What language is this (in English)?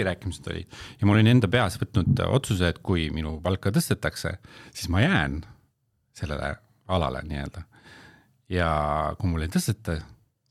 Estonian